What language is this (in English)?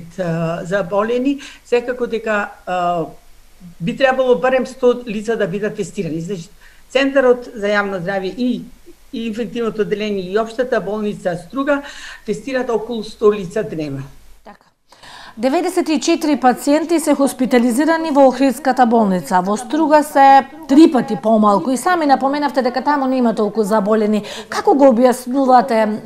Macedonian